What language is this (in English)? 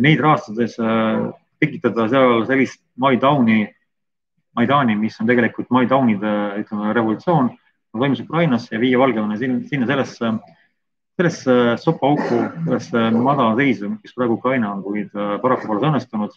Estonian